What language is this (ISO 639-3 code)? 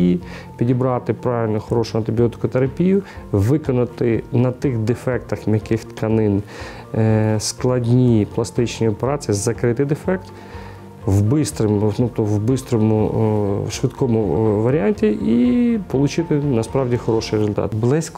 ukr